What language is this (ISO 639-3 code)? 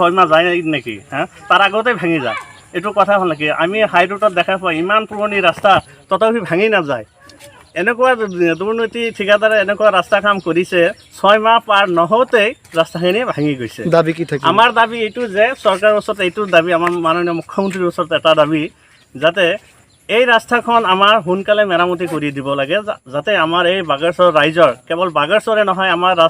asm